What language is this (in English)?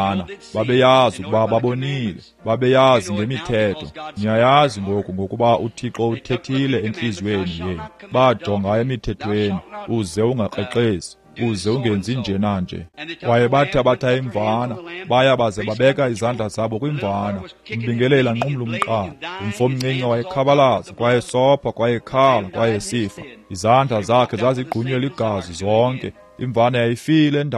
Xhosa